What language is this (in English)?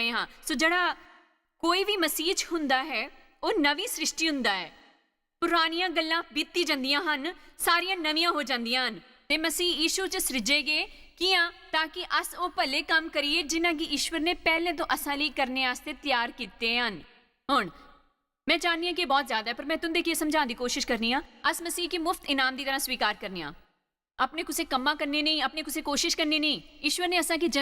Dogri